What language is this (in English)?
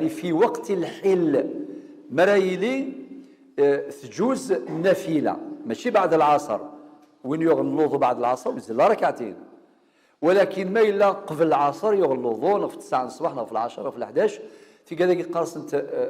Kabyle